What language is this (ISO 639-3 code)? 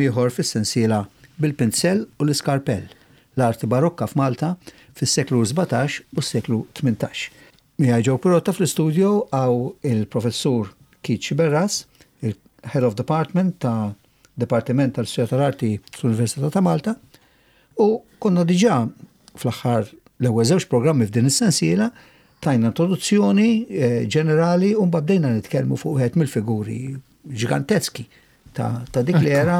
mlt